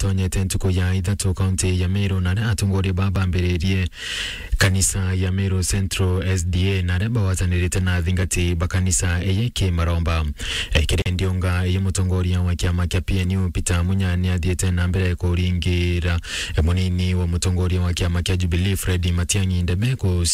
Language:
Meru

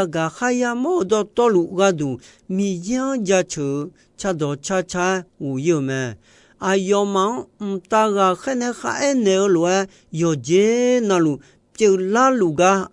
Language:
Akha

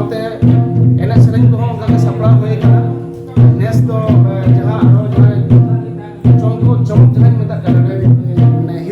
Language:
Santali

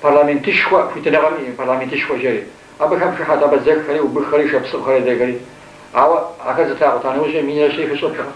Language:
Kabardian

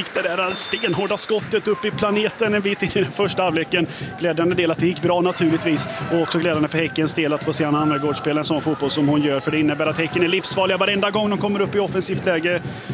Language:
Swedish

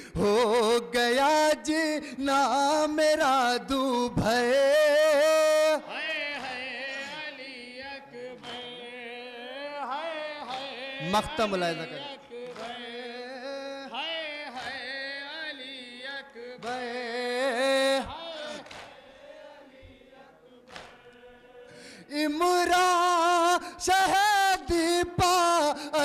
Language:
Urdu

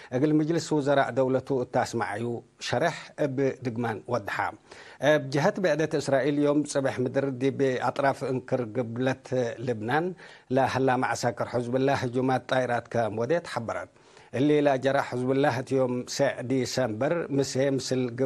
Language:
Tigre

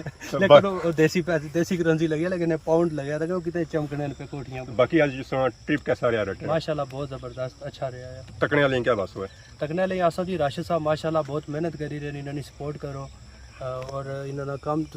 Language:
Pahari-Potwari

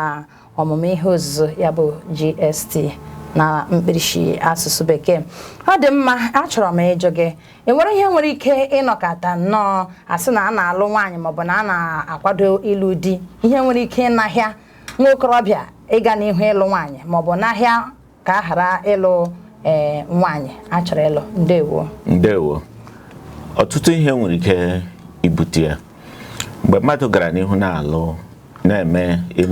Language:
Igbo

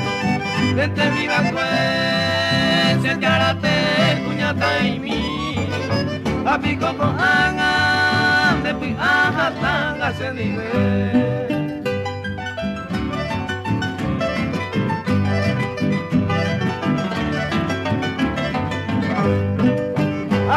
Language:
Spanish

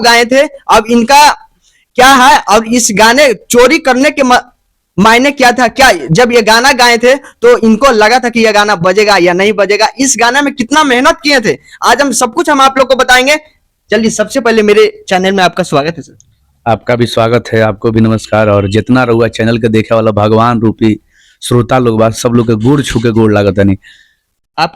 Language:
Bhojpuri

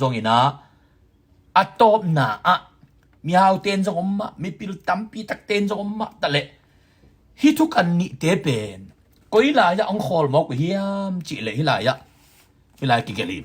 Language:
Tedim Chin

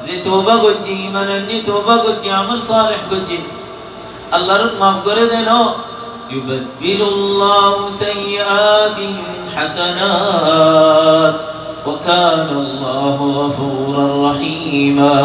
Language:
Rohingya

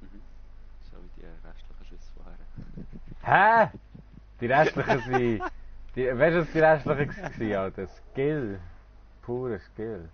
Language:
Swiss German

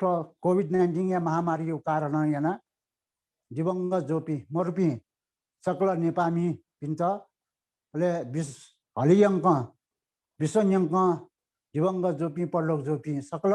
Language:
Newari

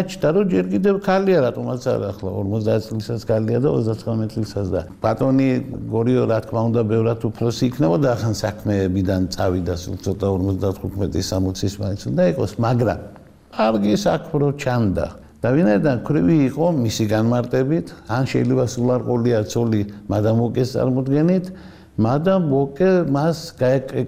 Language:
Georgian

